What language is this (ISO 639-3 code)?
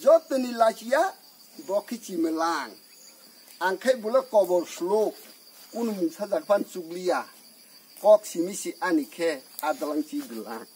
trp